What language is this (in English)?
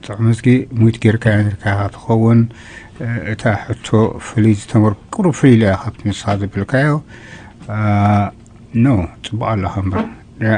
Tigrinya